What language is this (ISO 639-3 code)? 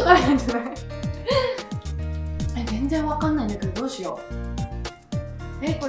jpn